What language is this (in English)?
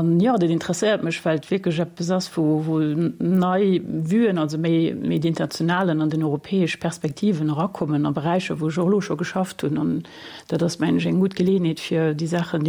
Luxembourgish